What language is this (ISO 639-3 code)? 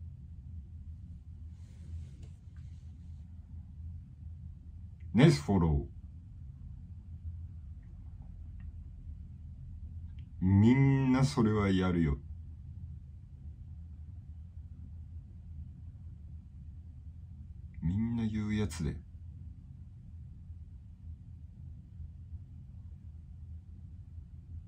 jpn